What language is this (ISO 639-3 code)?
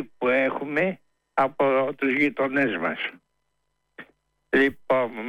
ell